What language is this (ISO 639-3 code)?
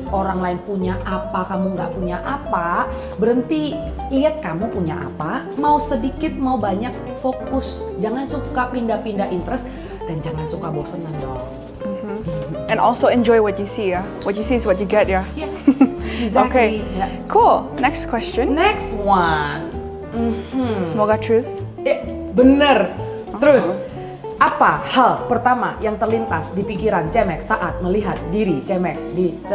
ind